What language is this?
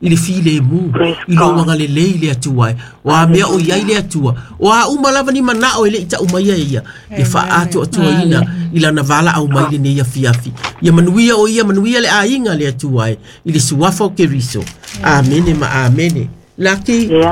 Samoan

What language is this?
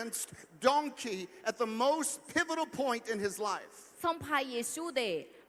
Akha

